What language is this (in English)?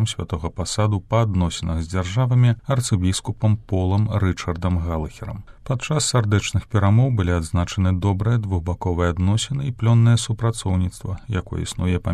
Belarusian